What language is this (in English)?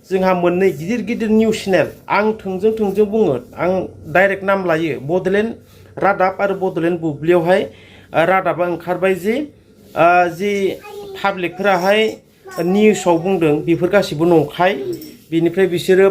Bodo